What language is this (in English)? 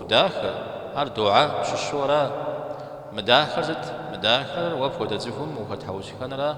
Kabardian